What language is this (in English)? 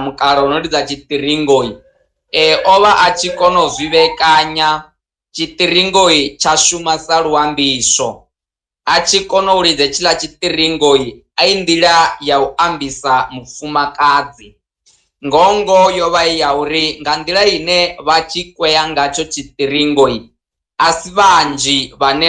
Venda